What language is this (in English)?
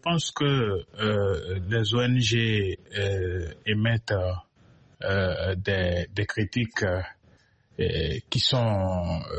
French